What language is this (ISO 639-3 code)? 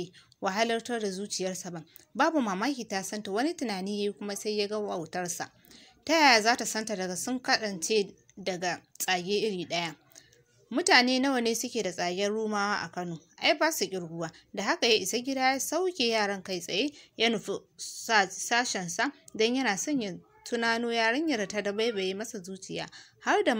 hau